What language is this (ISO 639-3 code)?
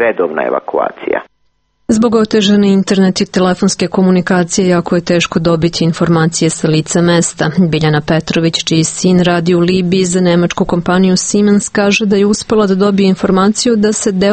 srp